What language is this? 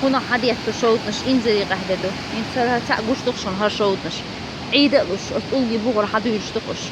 Chechen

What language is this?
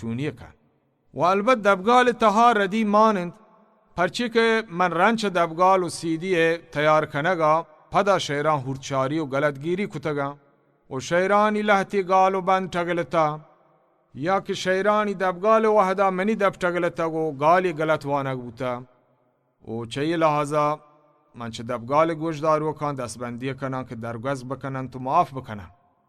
Baluchi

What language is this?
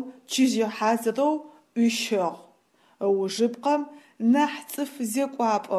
Adyghe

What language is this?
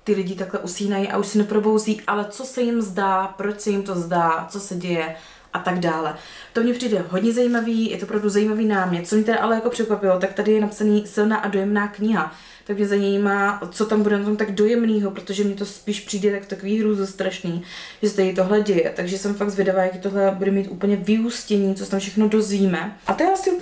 Czech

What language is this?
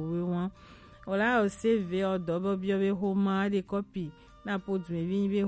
Gen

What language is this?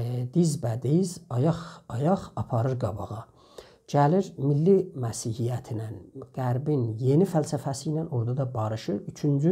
South Azerbaijani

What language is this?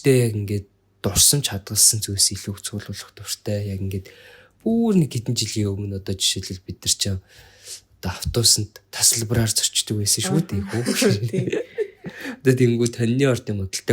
Mongolian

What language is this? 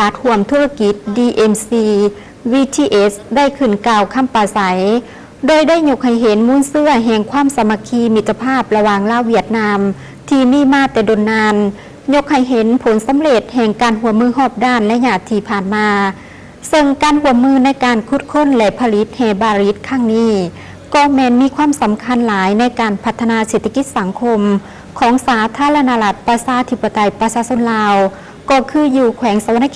Lao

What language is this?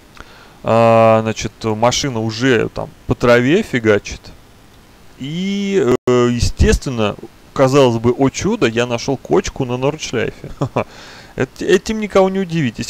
Russian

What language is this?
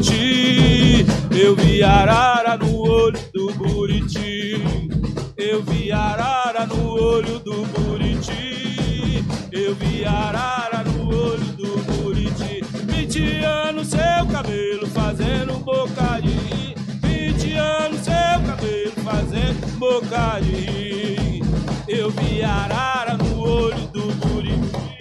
Portuguese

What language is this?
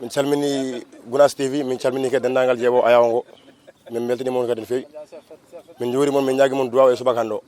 Fula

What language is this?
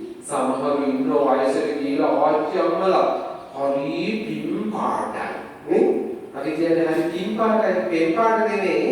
Sinhala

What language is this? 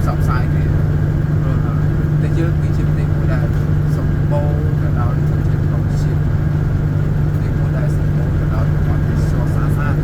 Khmer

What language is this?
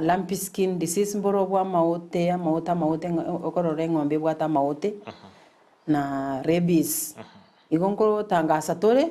Gusii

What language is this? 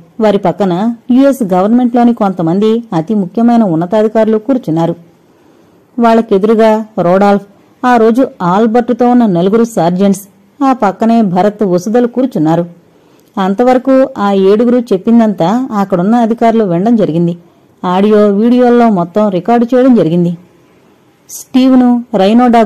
Telugu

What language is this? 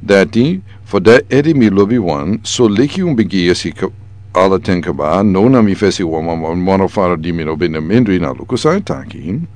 Sranan Tongo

